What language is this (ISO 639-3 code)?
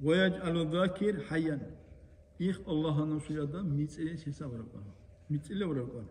dar